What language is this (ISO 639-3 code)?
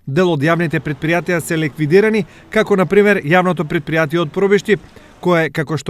mkd